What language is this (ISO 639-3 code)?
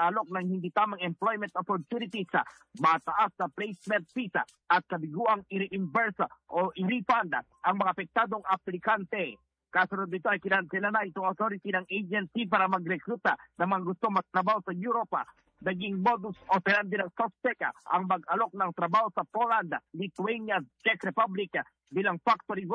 fil